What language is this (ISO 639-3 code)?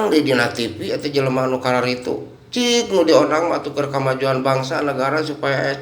sun